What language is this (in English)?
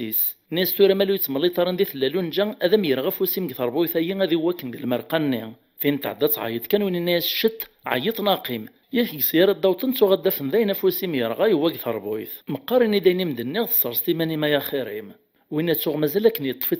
Kabyle